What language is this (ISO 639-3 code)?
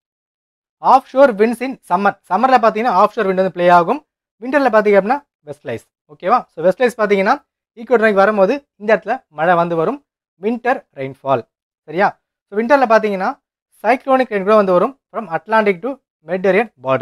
tam